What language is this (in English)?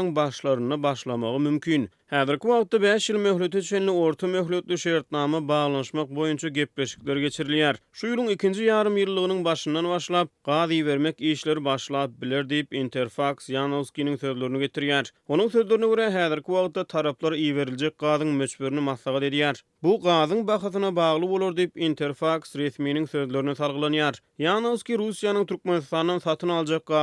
Turkmen